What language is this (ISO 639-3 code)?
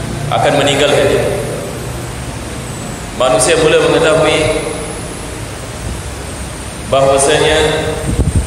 msa